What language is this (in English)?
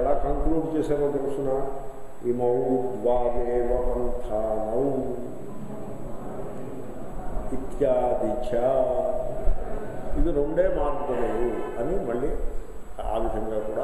Telugu